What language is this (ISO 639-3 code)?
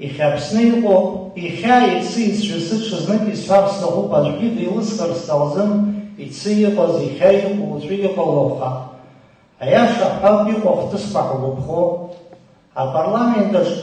abk